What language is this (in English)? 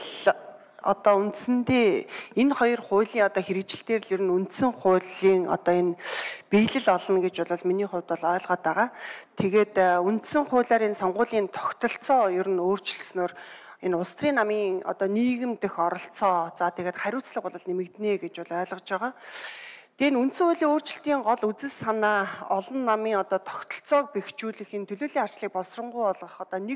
Mongolian